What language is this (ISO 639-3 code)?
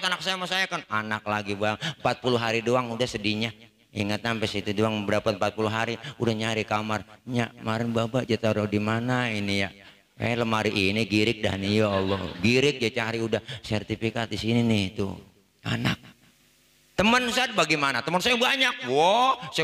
bew